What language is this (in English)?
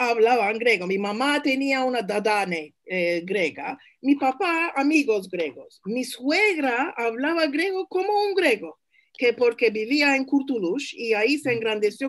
Ladino